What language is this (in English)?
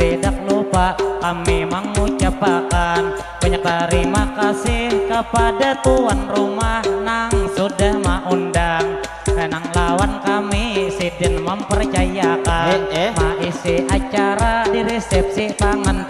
Banjar